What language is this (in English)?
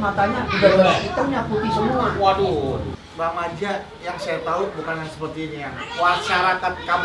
Betawi